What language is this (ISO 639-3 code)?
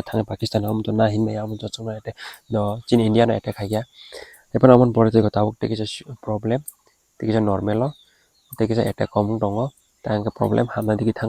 trp